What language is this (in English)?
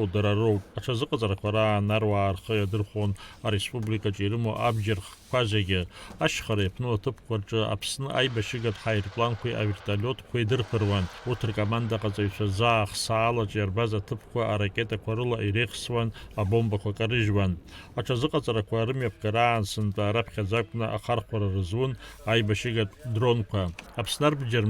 Abkhazian